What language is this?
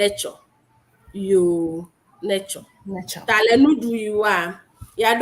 Ewe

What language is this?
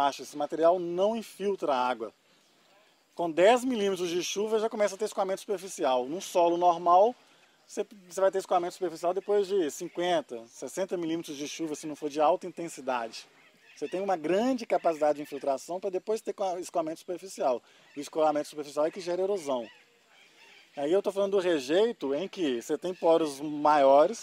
Portuguese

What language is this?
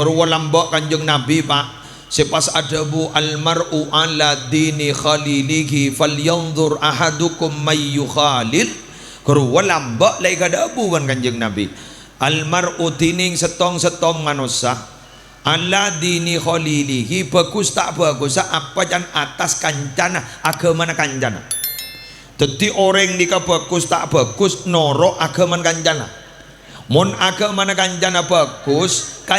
Madurese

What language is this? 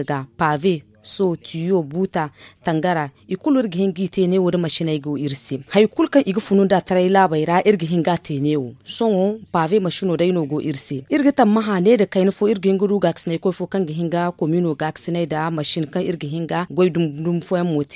Zarma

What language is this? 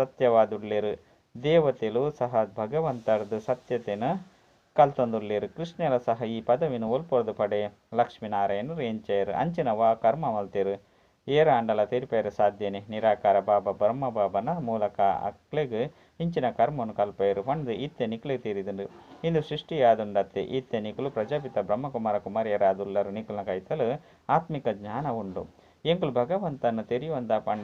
Tulu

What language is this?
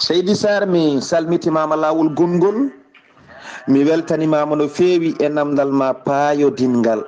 Fula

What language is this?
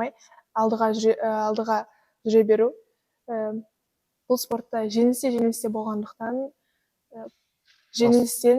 Kazakh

